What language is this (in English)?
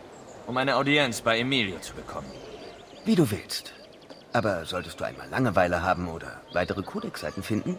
Bavarian